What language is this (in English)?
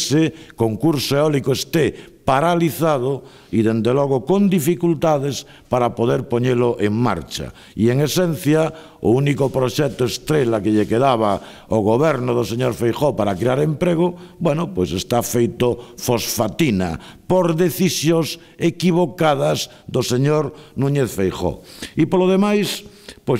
Galician